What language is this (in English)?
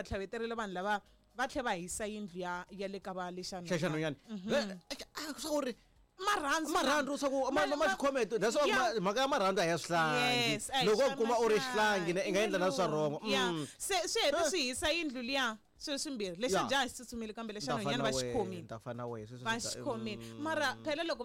Tsonga